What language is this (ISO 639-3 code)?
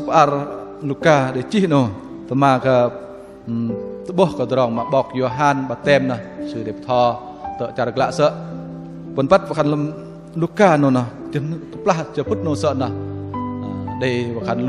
bdq